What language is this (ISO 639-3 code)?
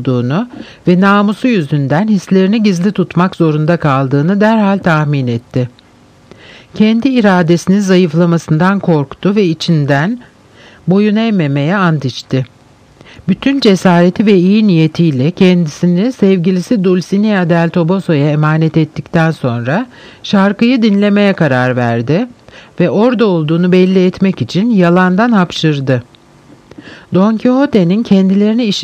tur